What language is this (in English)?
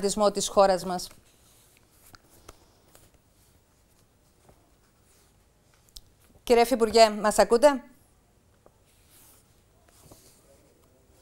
Greek